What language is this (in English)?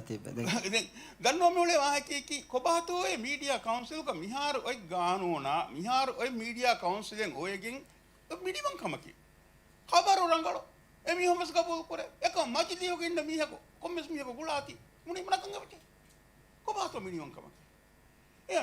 Divehi